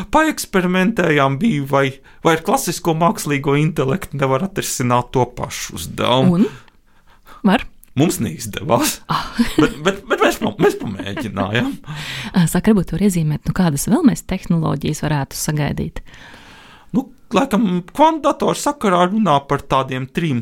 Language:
Latvian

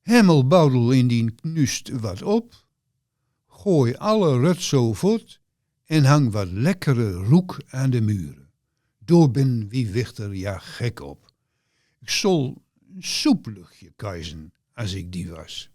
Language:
Gronings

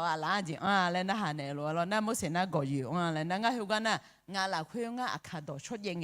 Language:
Akha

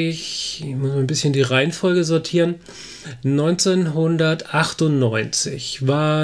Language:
German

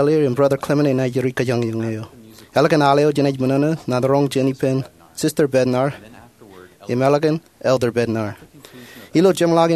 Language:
Marshallese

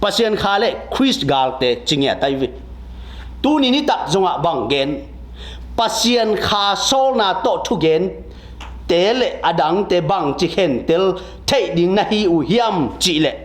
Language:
Tedim Chin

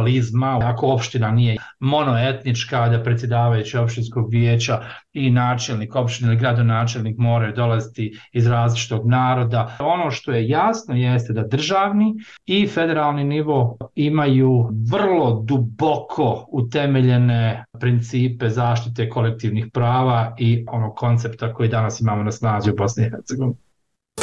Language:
Bosnian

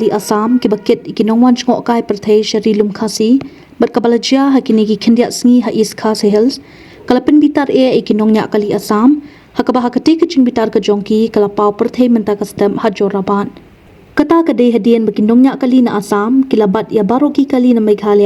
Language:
Khasi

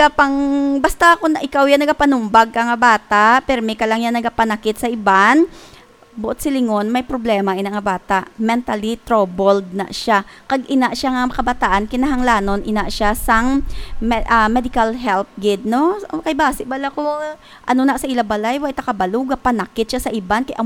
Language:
Hiligaynon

